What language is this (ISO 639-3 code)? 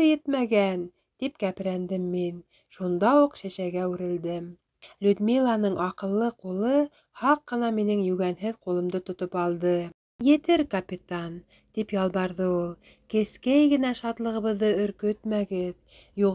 bak